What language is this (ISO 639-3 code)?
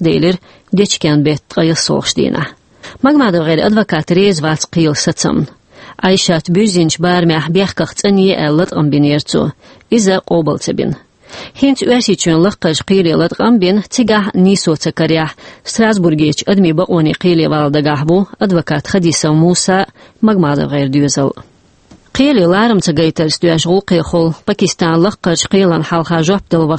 che